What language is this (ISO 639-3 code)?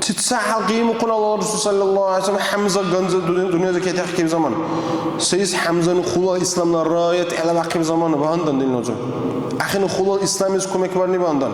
dar